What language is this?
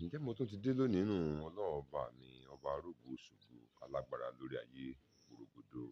Yoruba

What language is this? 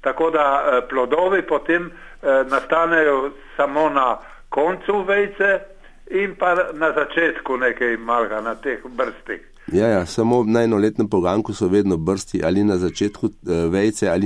Slovenian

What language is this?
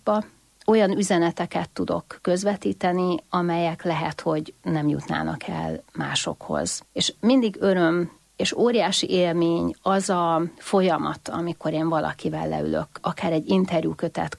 Hungarian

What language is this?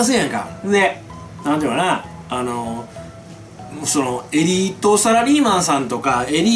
Japanese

